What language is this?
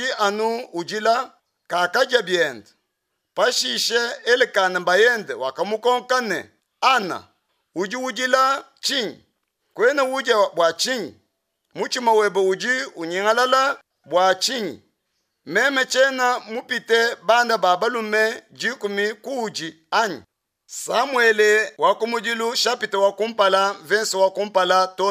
Luba-Lulua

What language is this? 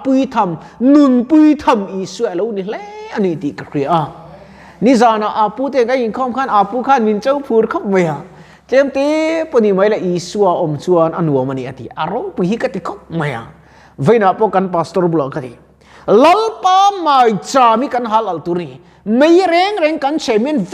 Mizo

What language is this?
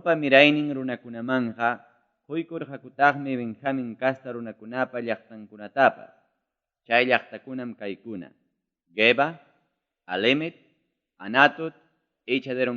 Ayacucho Quechua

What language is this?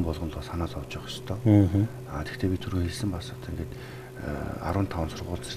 Mongolian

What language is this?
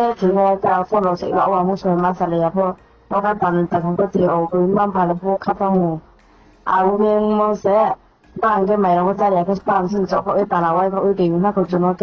Riang (India)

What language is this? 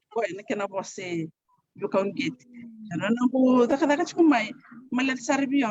Fijian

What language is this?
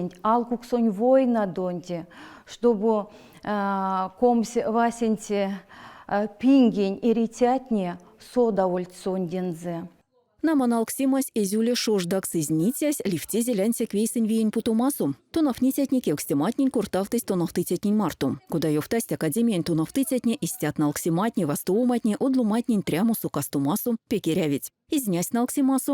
Erzya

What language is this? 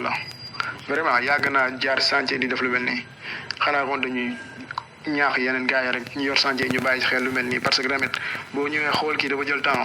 Wolof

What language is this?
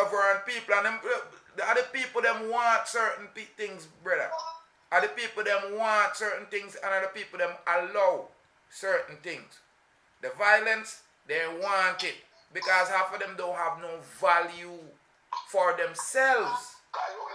Jamaican Creole English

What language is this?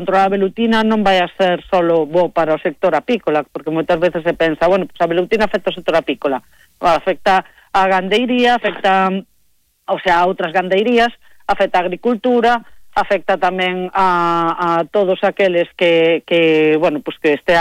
Galician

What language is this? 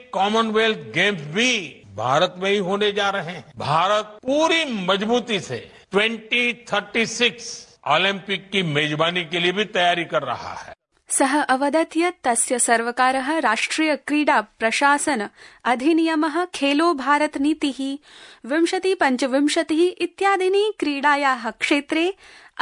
Sanskrit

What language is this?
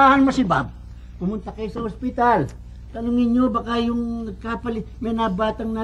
Filipino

